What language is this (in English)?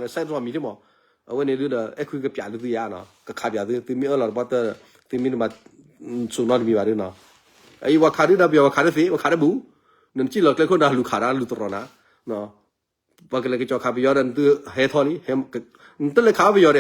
S'gaw Karen